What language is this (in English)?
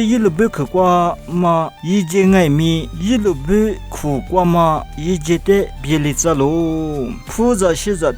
Lisu